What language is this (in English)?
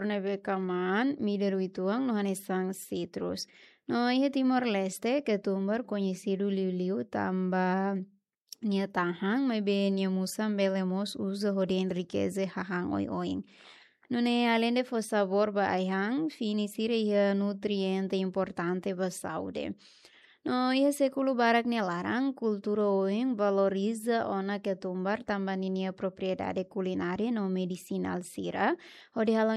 Tetum